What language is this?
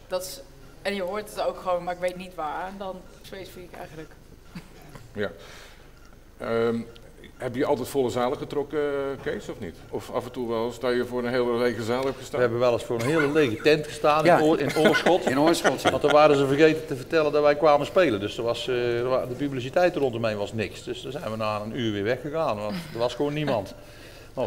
Dutch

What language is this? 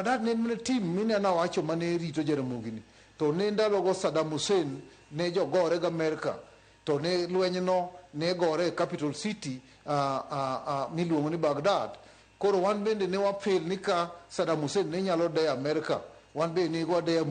Luo (Kenya and Tanzania)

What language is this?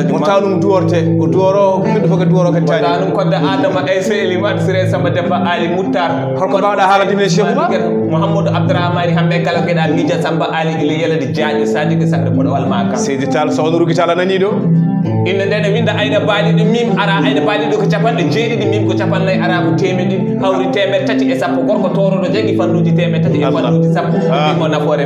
Fula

